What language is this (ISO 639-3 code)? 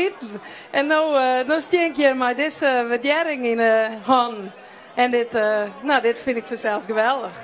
fry